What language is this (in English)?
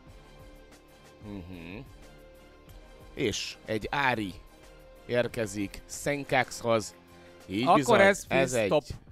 Hungarian